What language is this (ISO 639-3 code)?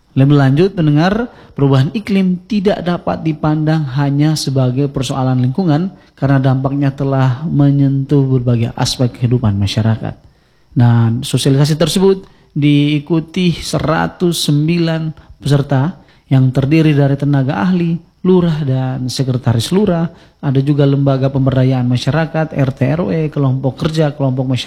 ind